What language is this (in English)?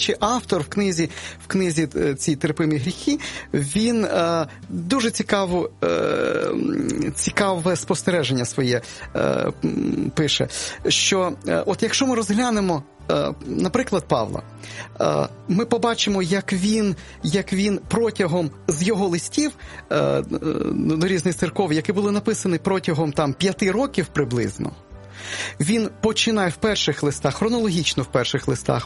Ukrainian